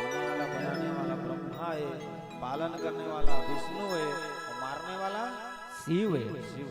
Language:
Chhattisgarhi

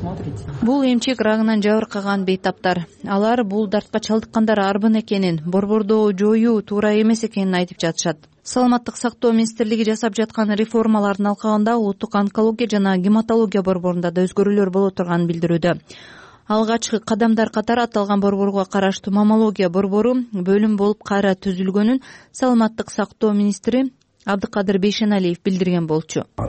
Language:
Kyrgyz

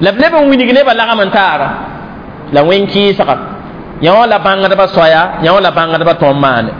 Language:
Mossi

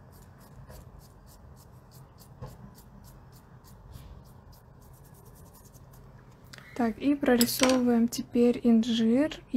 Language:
Russian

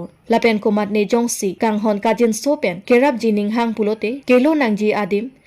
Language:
Karbi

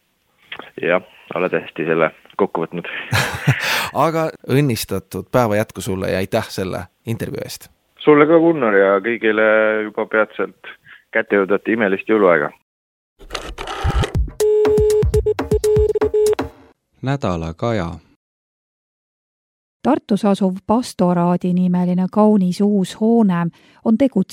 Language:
Estonian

